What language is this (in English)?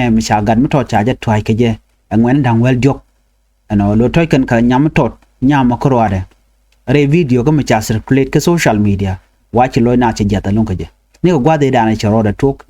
Nuer